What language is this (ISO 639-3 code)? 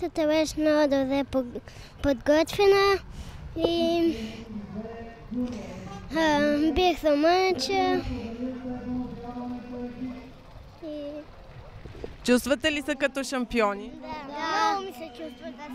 bul